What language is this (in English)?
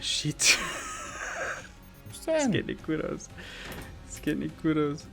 Bavarian